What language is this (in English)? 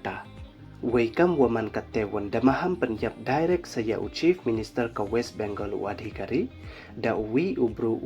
Pnar